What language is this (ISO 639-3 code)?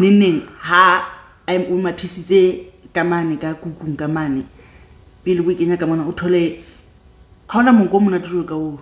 sot